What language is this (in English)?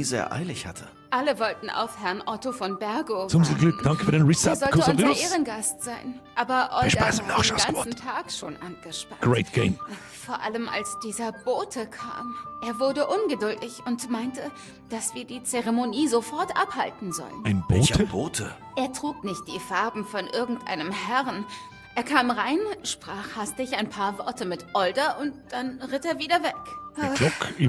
Bavarian